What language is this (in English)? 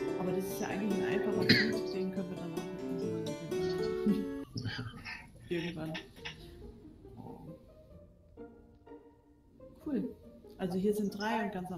German